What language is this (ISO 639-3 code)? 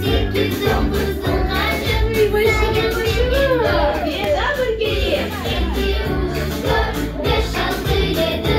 crh